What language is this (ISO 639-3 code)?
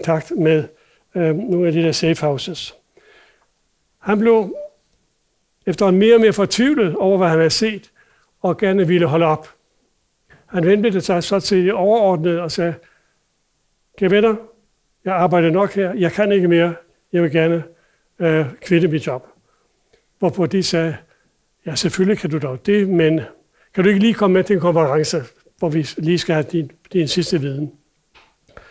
dan